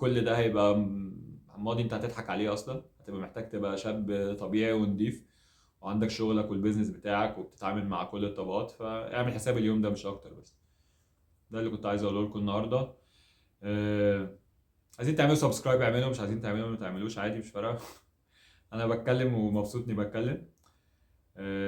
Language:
Egyptian Arabic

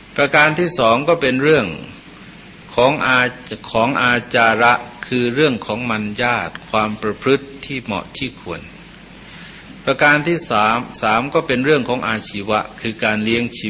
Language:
Thai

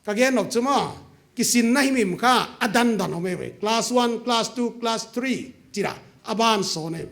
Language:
Paite Chin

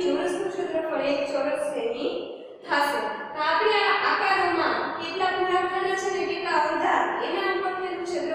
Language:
Gujarati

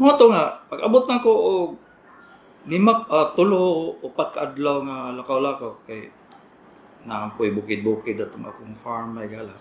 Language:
Cebuano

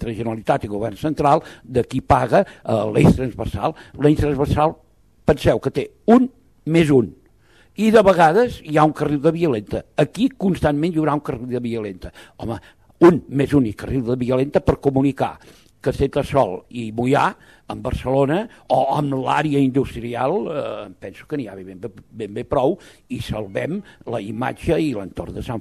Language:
Catalan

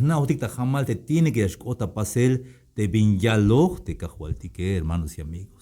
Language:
Tzeltal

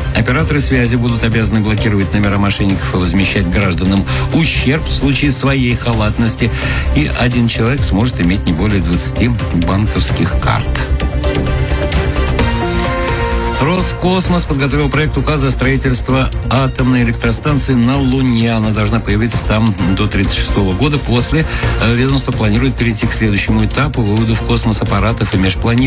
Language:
Russian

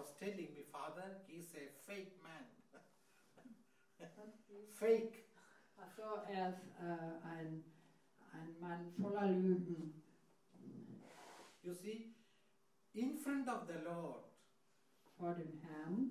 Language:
German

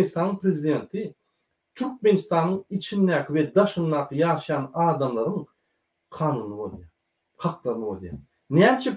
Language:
Turkmen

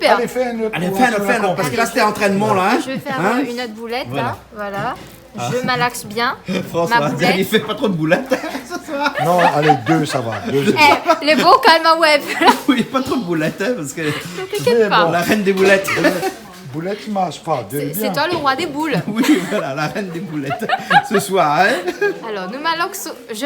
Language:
Réunion Creole French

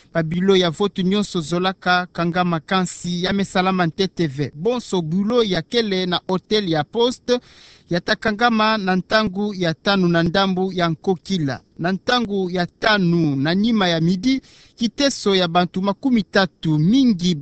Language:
Kituba (Democratic Republic of Congo)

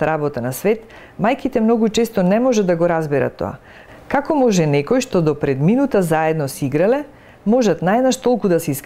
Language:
Macedonian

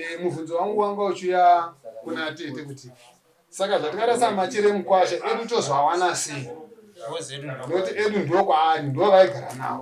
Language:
Shona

